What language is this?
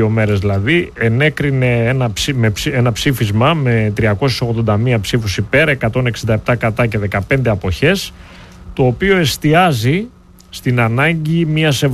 Greek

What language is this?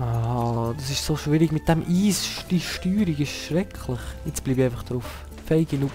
Swiss German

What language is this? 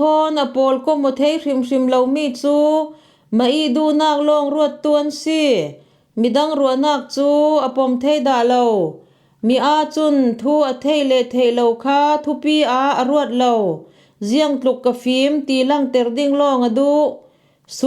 Falam Chin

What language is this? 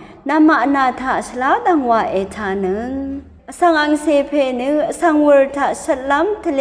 Rawang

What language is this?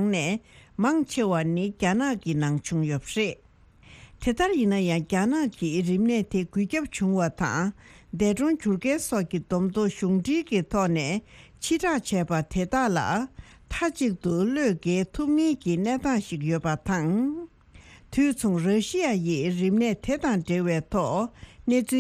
Tibetan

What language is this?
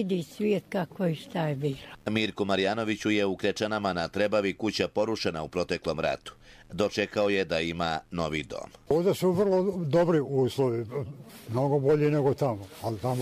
Croatian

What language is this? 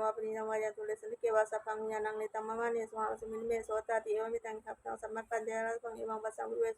Pali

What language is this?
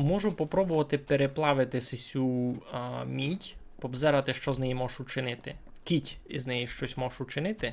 Rusyn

